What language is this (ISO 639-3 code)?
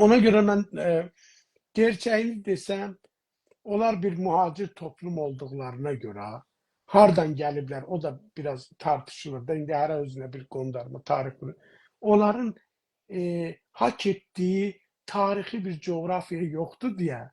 azb